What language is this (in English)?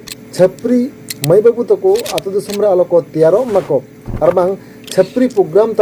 Santali